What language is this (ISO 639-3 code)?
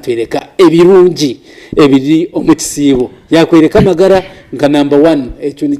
nyn